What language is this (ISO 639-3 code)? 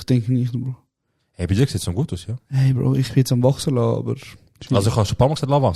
gsw